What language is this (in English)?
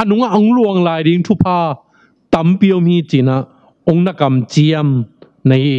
Tedim Chin